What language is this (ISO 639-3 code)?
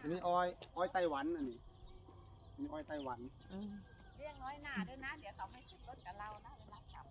lao